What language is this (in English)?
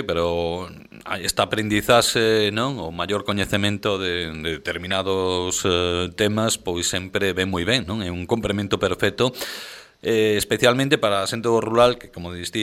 Galician